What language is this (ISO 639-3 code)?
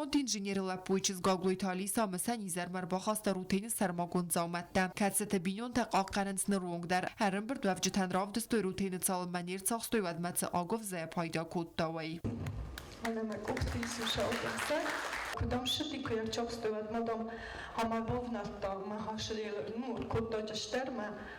oss